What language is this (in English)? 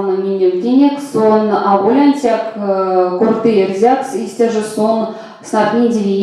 Erzya